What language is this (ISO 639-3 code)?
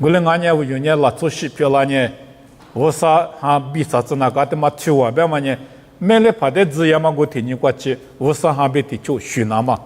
lis